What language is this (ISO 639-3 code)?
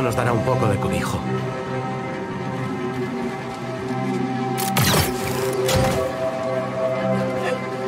spa